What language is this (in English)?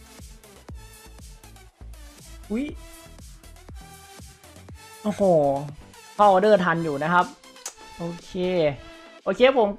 Thai